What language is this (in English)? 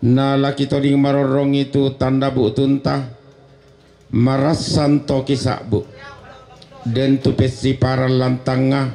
Toraja-Sa'dan